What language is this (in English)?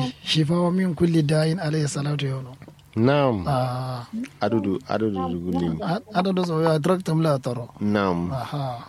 Kanuri